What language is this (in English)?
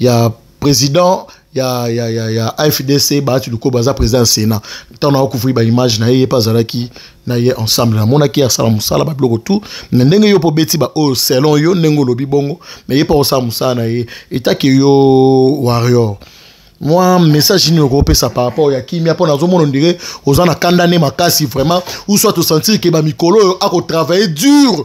Lingala